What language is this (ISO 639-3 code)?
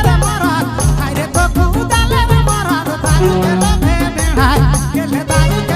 sck